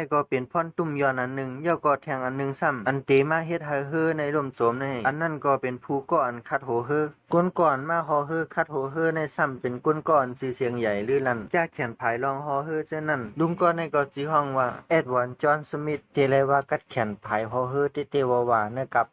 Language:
Shan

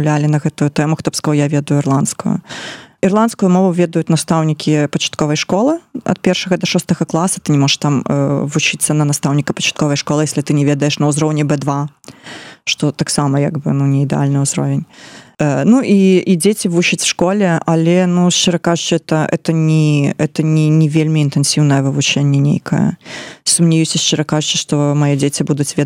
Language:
Belarusian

